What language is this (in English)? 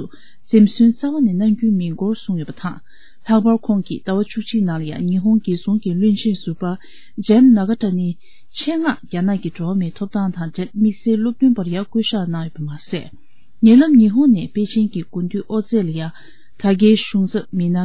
Tibetan